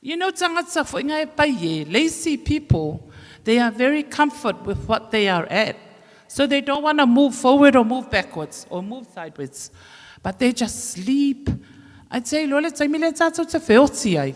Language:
Samoan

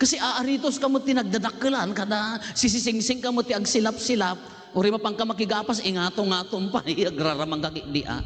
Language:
Iloko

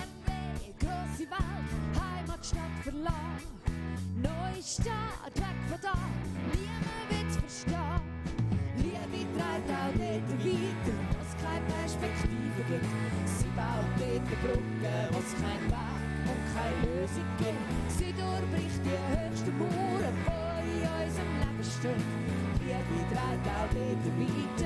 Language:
Swiss German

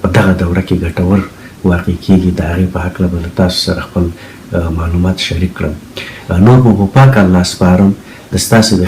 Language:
Pashto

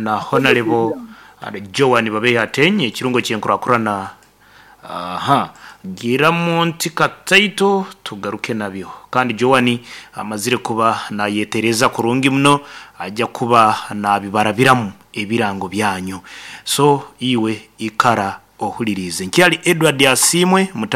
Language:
Nyankole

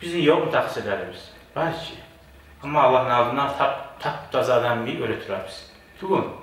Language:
Kumyk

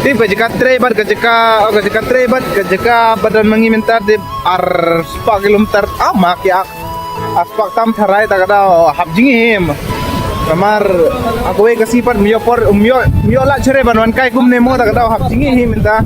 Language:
Khasi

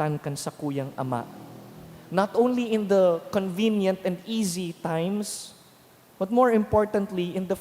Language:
Bikol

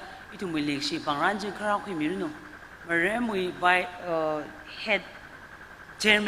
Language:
Tangkhul Naga (India)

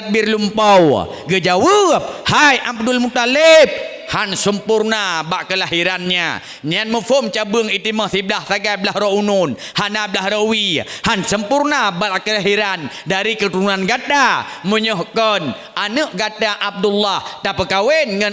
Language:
Achinese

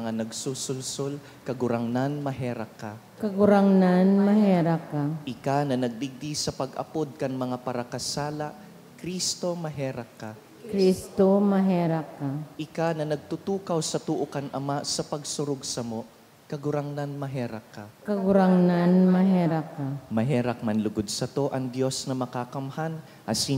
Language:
Bikol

